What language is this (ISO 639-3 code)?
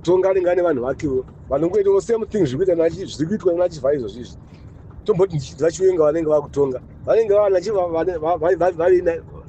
sna